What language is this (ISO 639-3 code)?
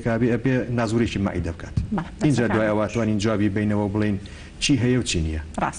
ckb